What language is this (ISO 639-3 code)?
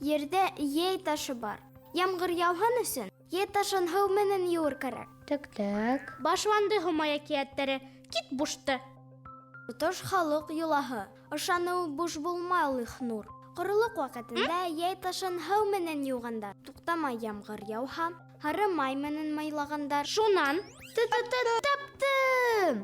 bak